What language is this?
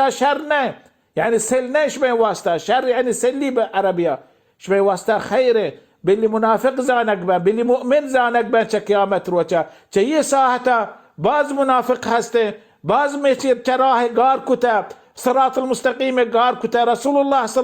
Baluchi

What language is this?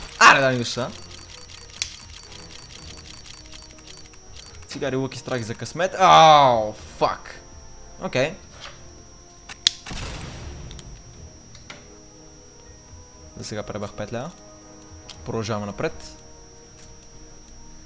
Bulgarian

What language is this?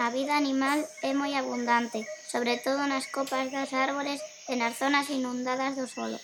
Galician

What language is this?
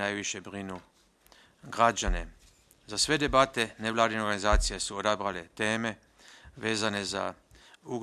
Bosnian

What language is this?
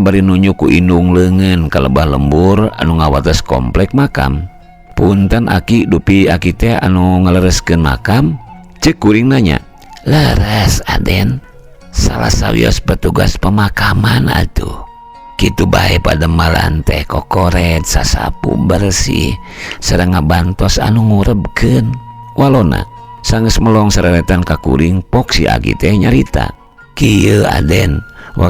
Sundanese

